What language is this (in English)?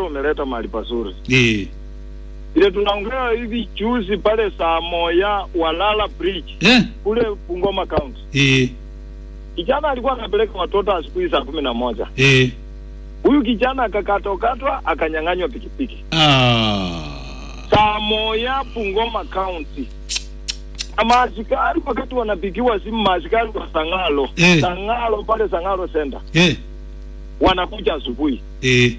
Swahili